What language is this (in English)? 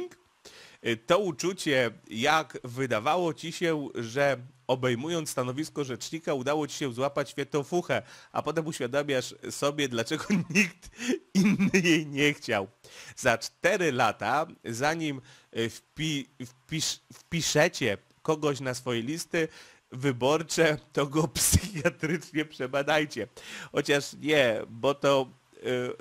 Polish